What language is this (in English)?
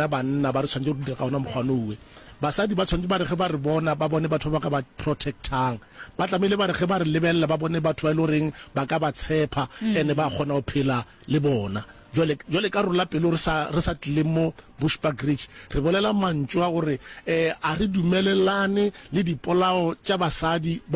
Northern Sotho